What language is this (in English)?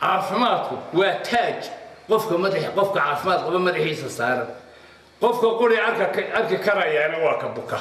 Somali